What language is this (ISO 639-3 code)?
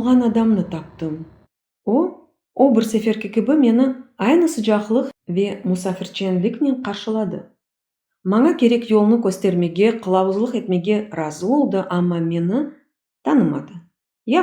crh